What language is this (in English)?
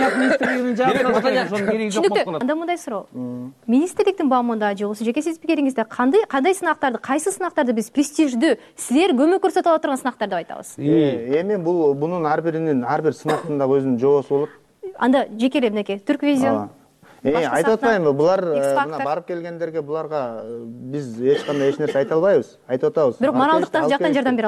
Kyrgyz